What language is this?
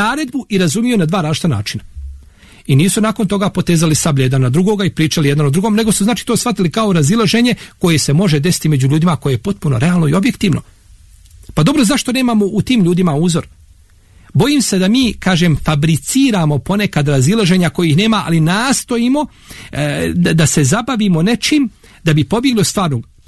Bosnian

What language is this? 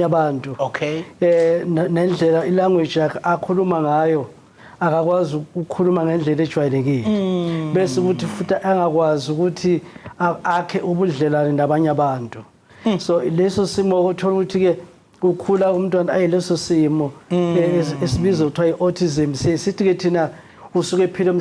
Zulu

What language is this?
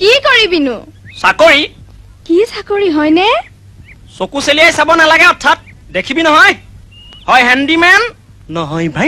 Assamese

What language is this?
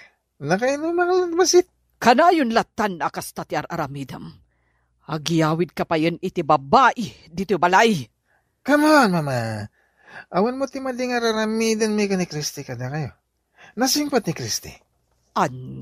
Iloko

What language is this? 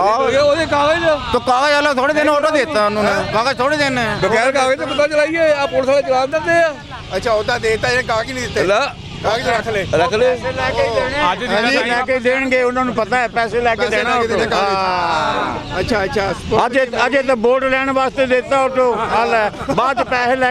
Punjabi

